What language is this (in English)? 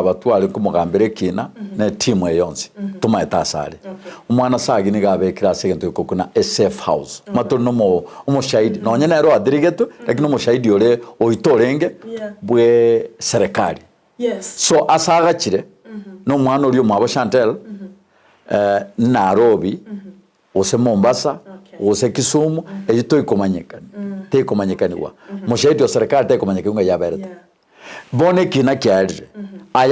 Gusii